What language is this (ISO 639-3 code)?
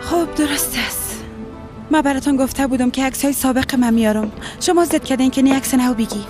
fas